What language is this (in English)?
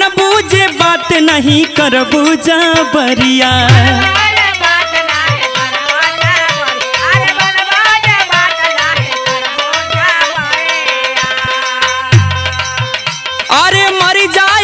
Bhojpuri